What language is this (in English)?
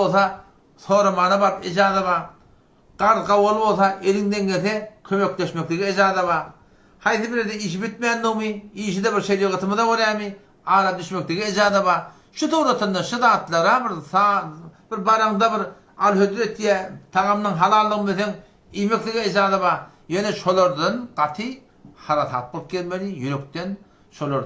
Turkmen